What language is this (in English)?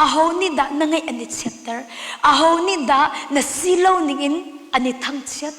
Hakha Chin